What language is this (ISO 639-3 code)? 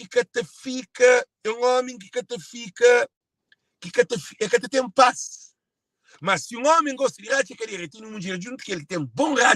kea